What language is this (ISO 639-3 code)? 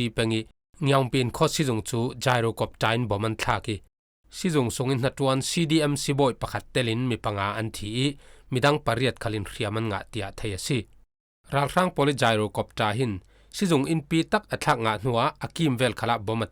cfm